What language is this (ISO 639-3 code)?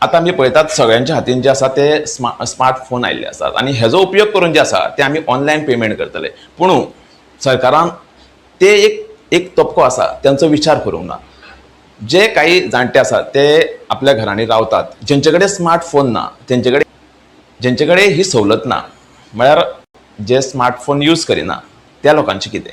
kok